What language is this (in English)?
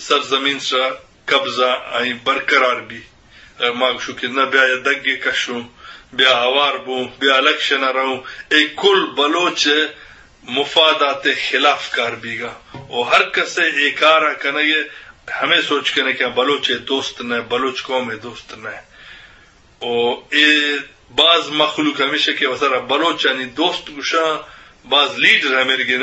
Eastern Balochi